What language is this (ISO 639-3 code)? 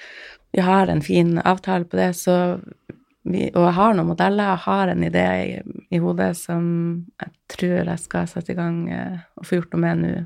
nor